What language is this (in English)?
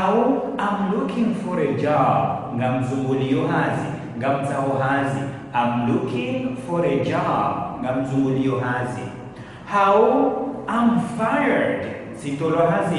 Ngazidja Comorian